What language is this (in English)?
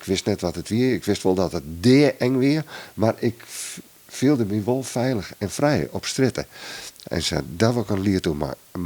Western Frisian